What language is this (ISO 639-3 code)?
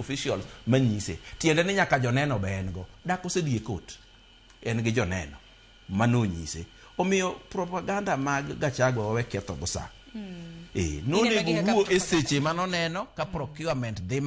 luo